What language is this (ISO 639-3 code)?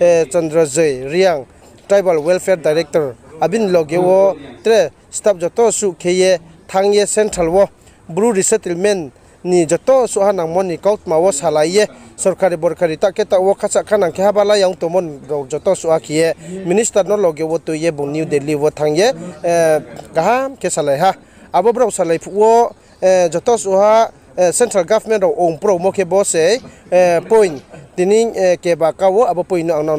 ria